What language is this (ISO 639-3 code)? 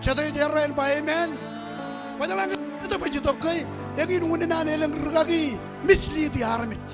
mah